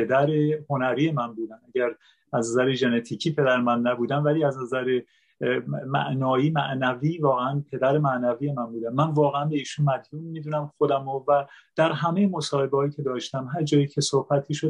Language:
Persian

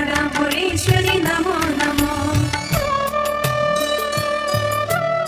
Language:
Malayalam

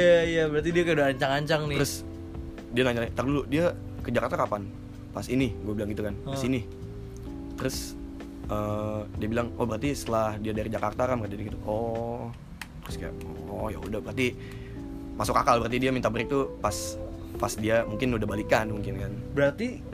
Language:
Indonesian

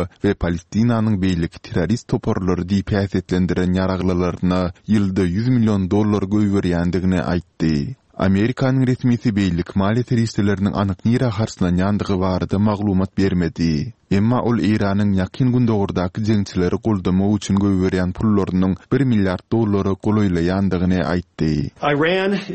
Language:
Turkmen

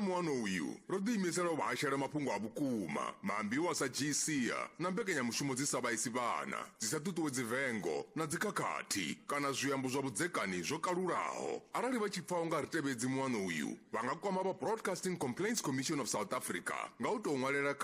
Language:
Venda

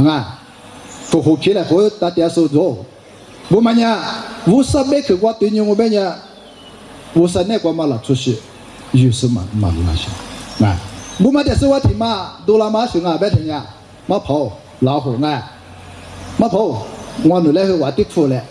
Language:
Lisu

